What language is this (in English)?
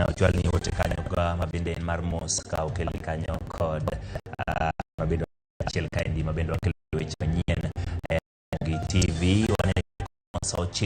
Luo (Kenya and Tanzania)